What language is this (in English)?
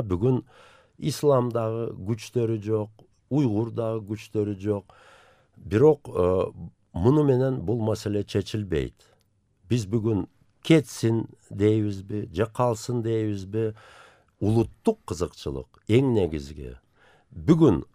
Kyrgyz